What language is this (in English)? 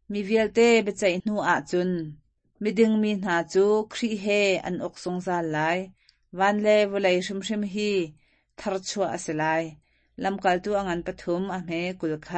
Hakha Chin